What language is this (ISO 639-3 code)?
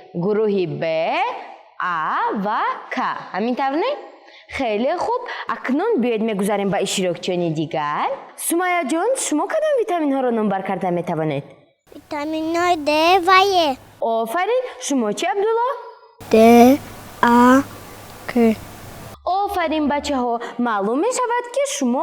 tgk